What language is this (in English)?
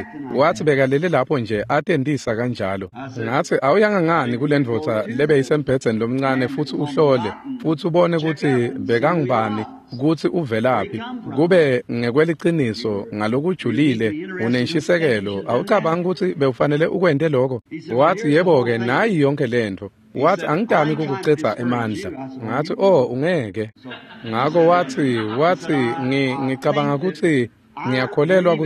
Swati